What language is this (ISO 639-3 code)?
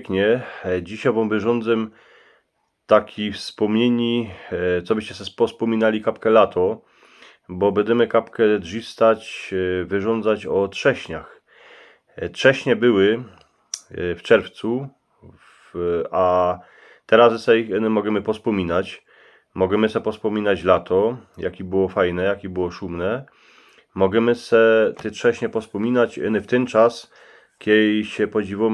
szl